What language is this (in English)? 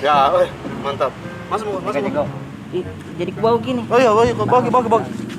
Makassar Malay